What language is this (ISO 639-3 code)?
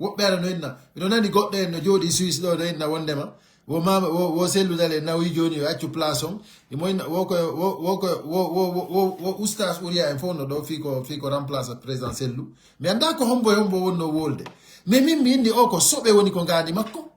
ful